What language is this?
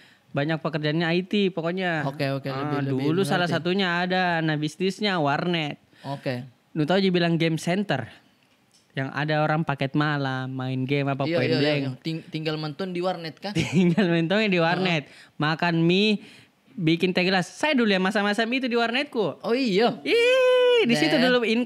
Makassar Malay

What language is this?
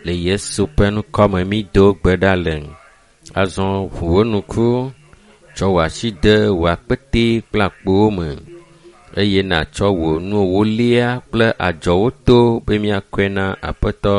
Ewe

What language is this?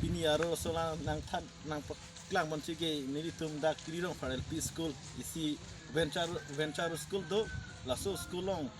Karbi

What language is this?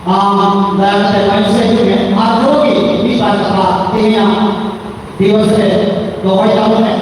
Santali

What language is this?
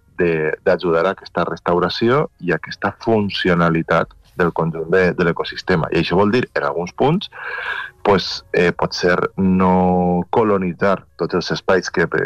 Catalan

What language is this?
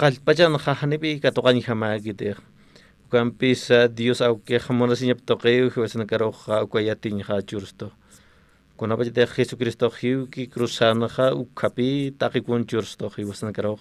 Aymara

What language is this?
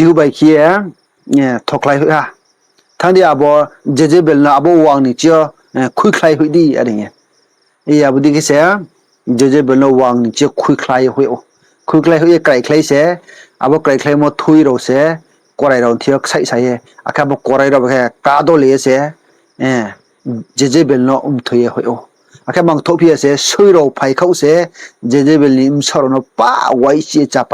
Riang (India)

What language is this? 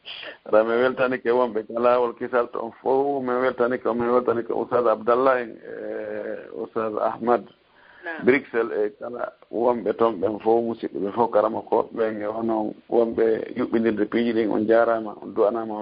Fula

